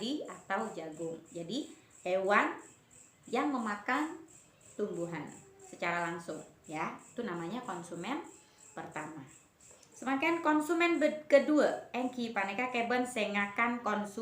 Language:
Madurese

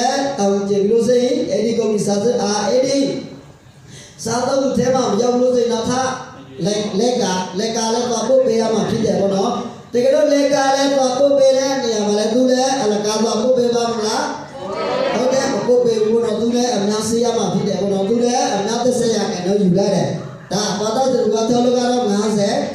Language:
Burmese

